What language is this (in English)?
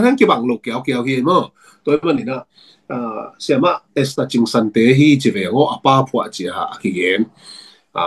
Tedim Chin